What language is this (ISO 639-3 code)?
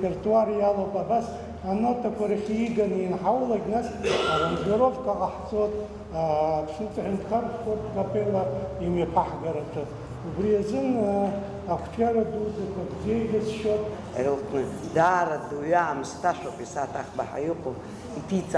abk